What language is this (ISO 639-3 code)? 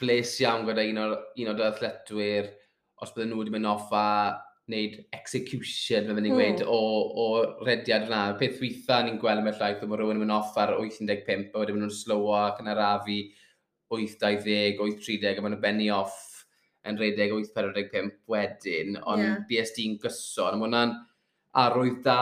cym